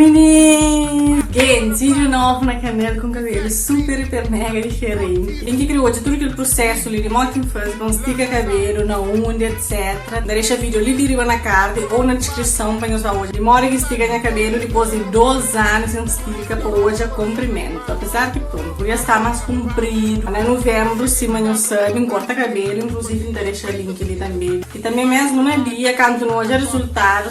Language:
Kabuverdianu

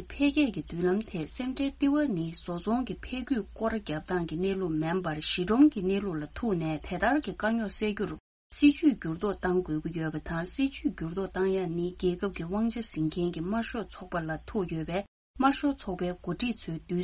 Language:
Tibetan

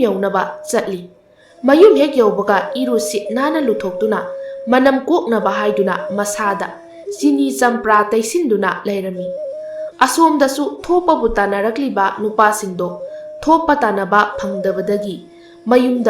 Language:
Manipuri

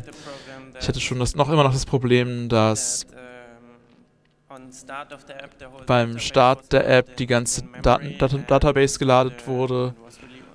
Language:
German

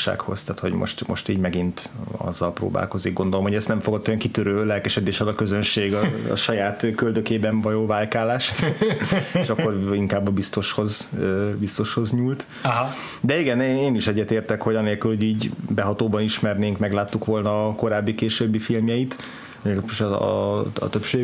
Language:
Hungarian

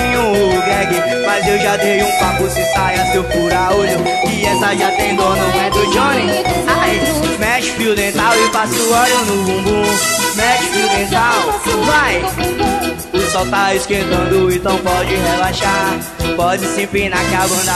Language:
Portuguese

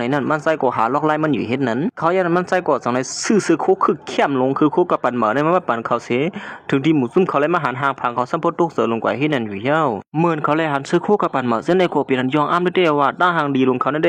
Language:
Shan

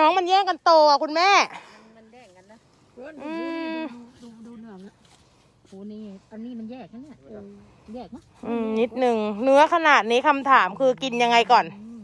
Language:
Thai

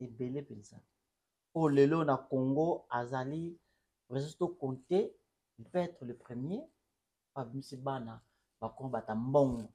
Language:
Lingala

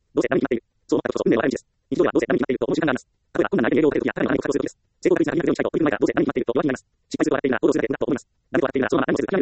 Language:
Japanese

